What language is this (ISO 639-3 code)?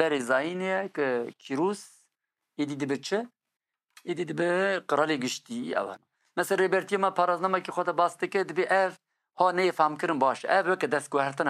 kur